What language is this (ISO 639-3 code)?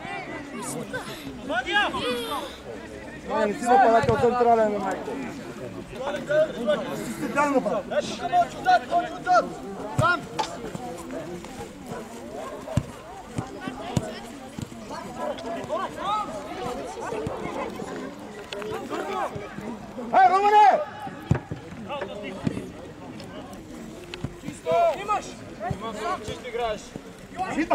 bul